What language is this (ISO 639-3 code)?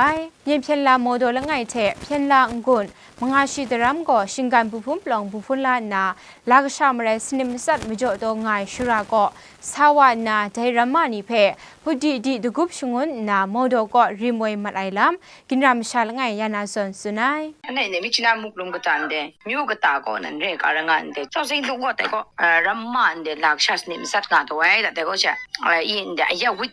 kac